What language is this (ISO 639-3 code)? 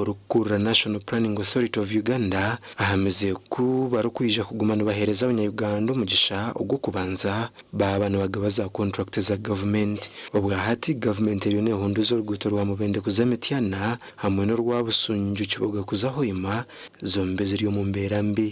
nyn